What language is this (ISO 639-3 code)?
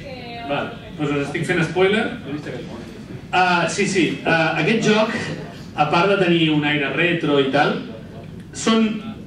cat